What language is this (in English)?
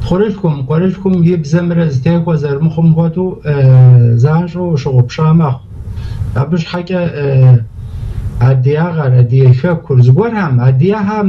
Kabardian